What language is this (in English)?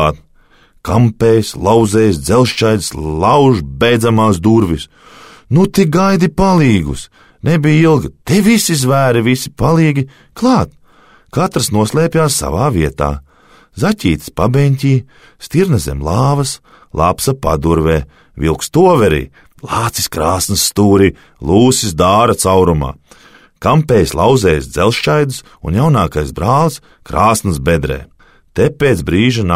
Latvian